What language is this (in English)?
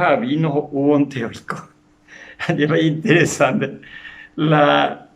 Guarani